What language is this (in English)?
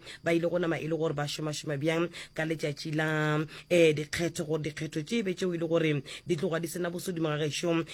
Northern Sotho